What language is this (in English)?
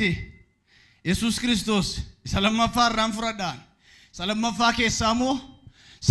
Oromo